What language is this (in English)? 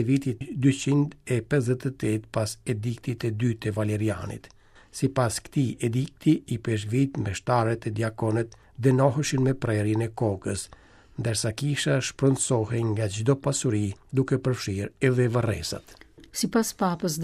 Albanian